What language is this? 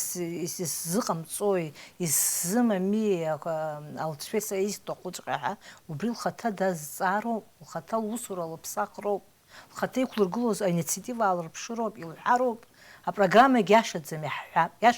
Abkhazian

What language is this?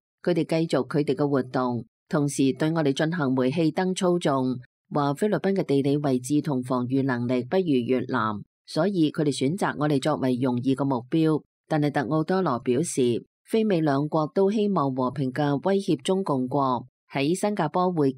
Cantonese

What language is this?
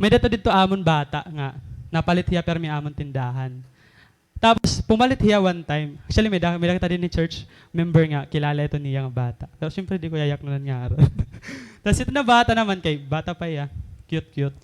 Waray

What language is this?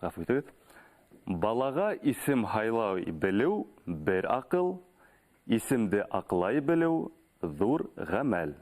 Bashkir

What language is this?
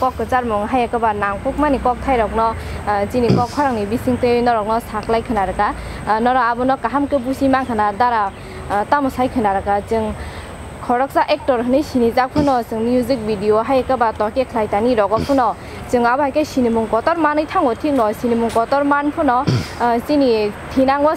Kok Borok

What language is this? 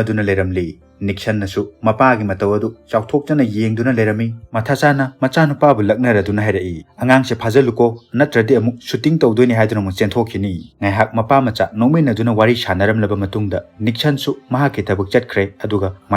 Manipuri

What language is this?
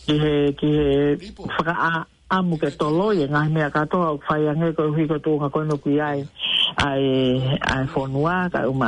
Tongan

